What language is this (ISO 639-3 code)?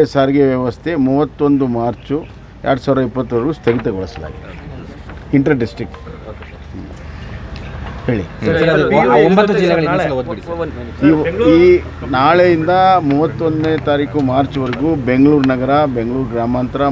kan